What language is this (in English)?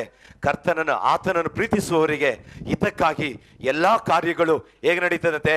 Kannada